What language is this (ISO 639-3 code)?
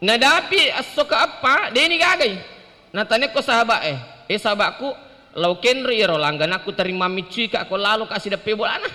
bug